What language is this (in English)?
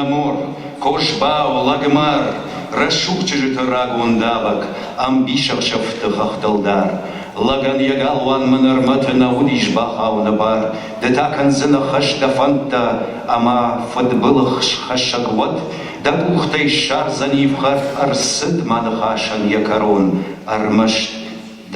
Ossetic